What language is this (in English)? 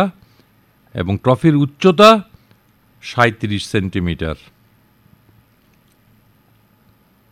Bangla